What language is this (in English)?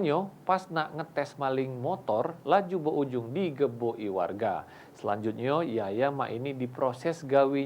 Musi